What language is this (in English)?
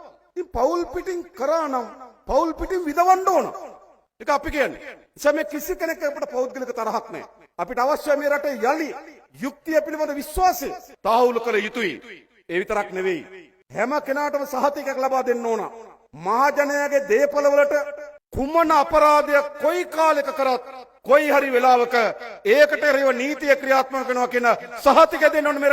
Sinhala